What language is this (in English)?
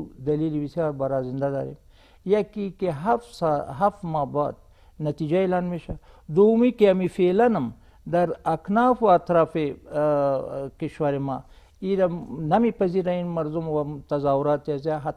Persian